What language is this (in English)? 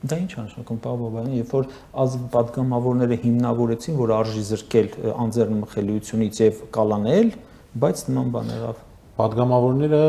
Armenian